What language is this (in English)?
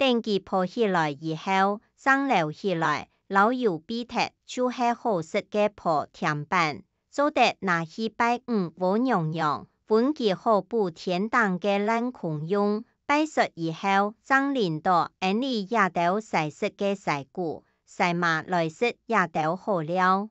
Hakka Chinese